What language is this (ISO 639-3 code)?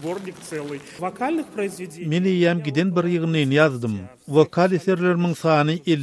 tuk